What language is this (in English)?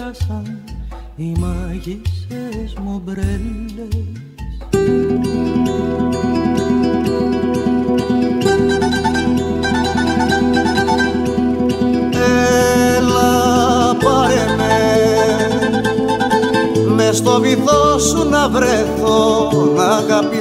Greek